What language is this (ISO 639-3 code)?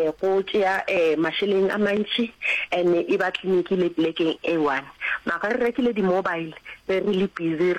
nso